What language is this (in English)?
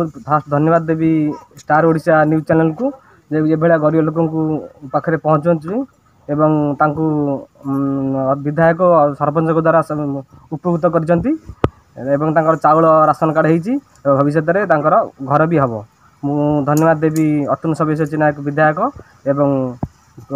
Odia